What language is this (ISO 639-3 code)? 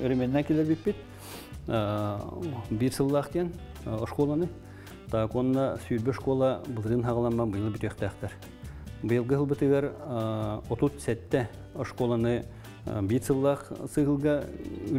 sah